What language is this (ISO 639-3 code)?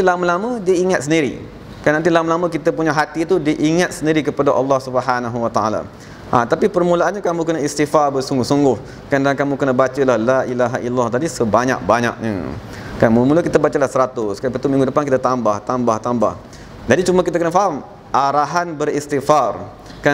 msa